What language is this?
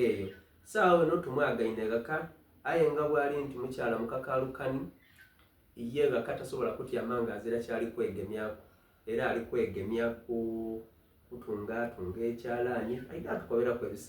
Soga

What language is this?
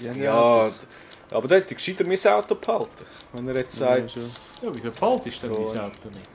Swiss German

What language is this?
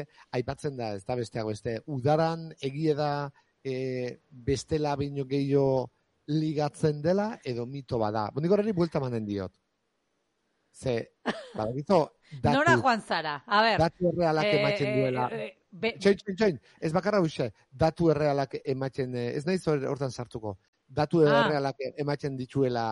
Basque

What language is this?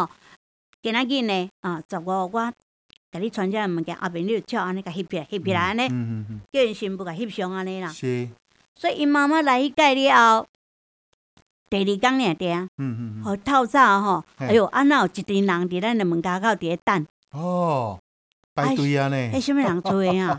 Min Nan Chinese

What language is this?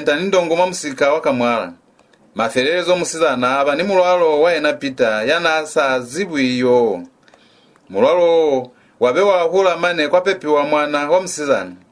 Lozi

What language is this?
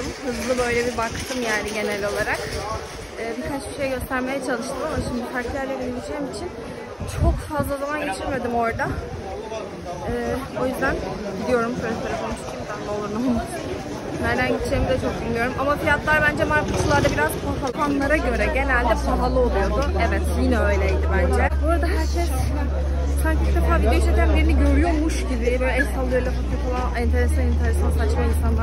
Turkish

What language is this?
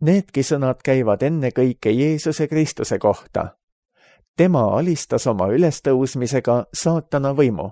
Estonian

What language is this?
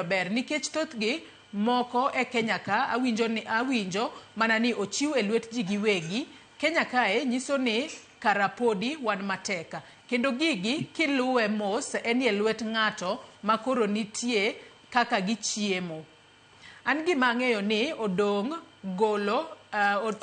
Luo (Kenya and Tanzania)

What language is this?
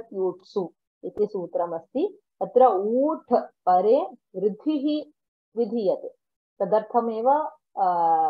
Sanskrit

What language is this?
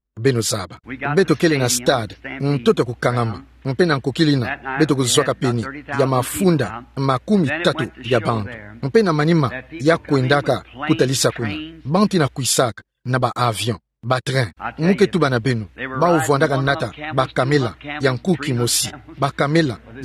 Kituba (Democratic Republic of Congo)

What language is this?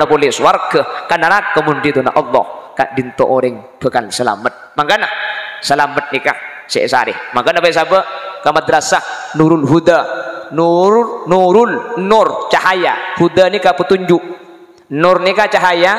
Madurese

